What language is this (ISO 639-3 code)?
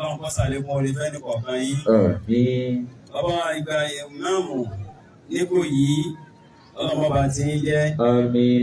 yor